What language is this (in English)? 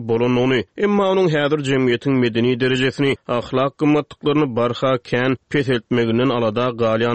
Turkmen